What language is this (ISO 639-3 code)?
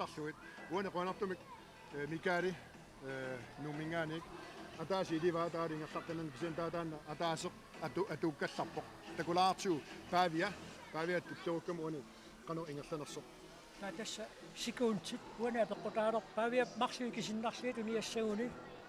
kal